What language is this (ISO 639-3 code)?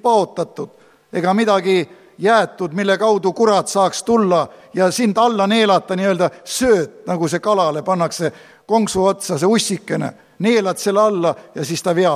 est